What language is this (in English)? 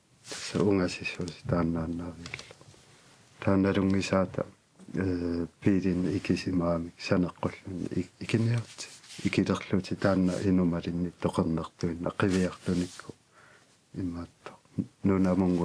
Kalaallisut